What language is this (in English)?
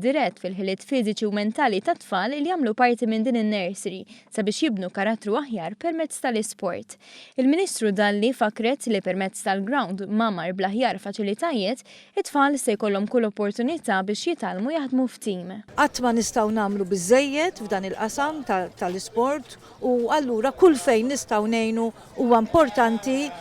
Maltese